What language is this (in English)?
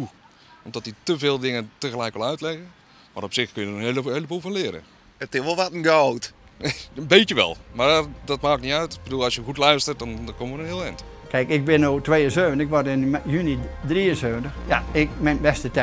Western Frisian